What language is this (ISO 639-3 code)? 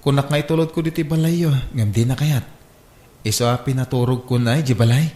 ilo